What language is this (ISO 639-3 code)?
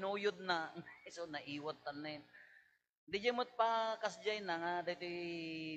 ilo